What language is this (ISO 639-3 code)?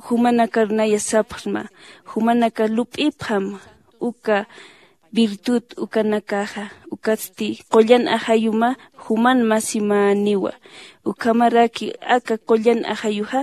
aym